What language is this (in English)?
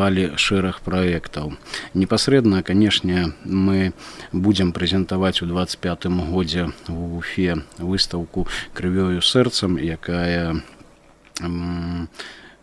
Belarusian